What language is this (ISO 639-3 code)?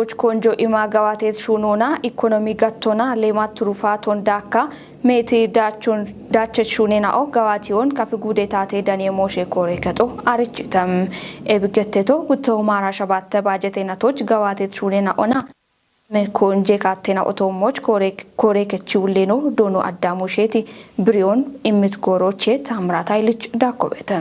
kbr